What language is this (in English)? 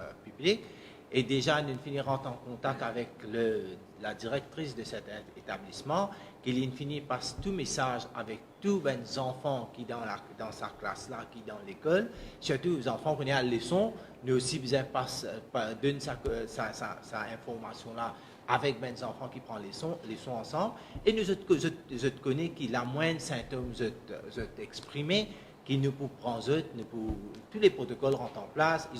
Morisyen